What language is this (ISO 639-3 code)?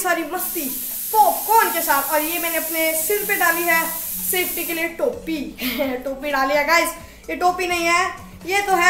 hin